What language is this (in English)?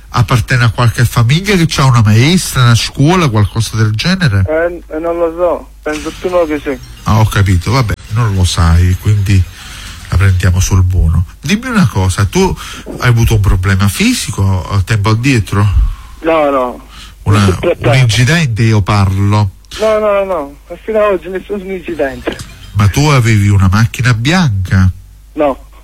Italian